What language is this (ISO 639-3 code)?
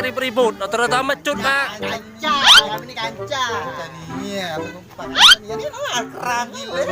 mui